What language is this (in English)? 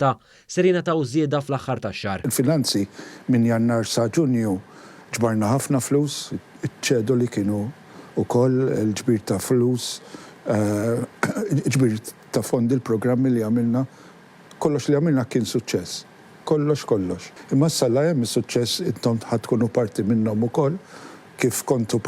Maltese